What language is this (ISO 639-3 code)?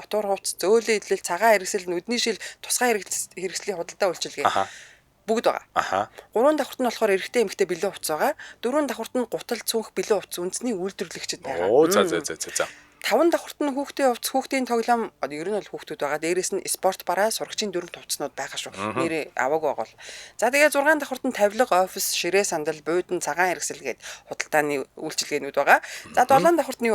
mon